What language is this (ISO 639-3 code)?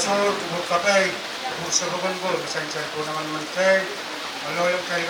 pon